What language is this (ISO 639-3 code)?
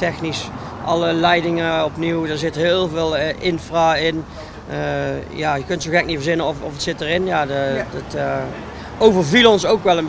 nld